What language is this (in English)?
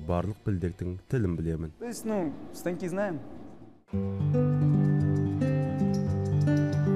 Kazakh